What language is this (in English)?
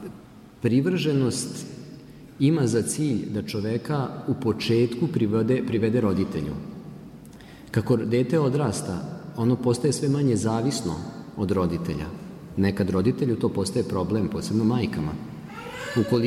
Serbian